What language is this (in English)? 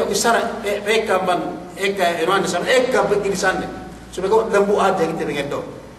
Yakan